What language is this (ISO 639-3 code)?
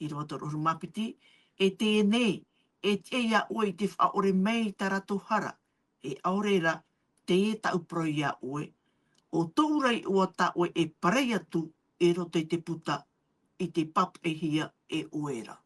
tah